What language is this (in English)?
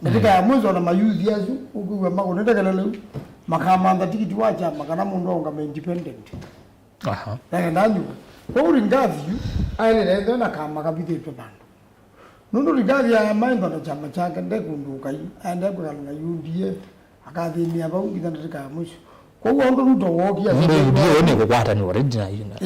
Kamba